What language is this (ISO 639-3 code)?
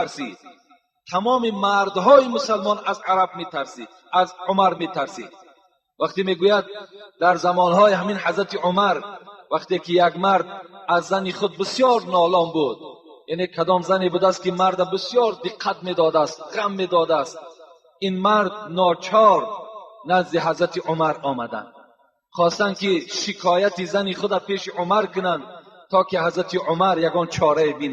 tgk